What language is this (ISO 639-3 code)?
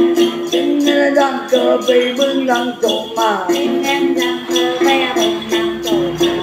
vie